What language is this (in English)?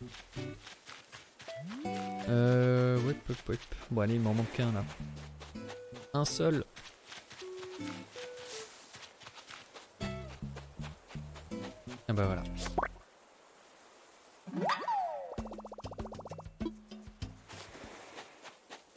French